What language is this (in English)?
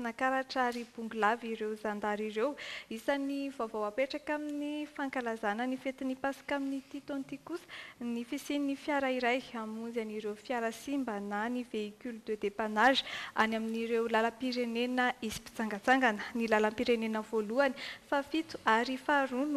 Malagasy